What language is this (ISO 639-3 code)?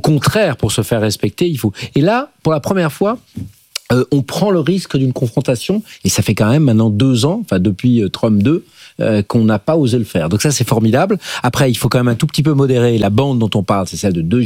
fra